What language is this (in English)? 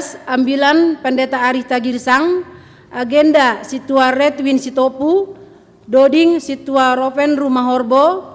Batak Simalungun